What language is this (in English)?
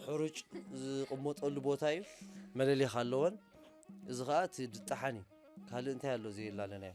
Tigrinya